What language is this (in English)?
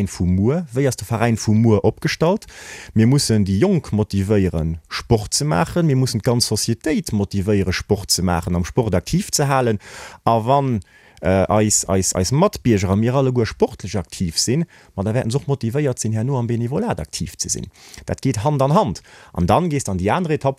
Luxembourgish